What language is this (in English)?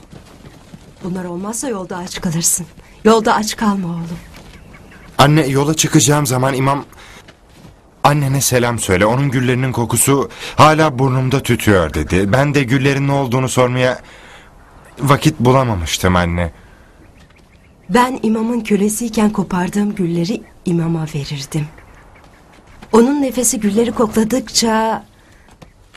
Turkish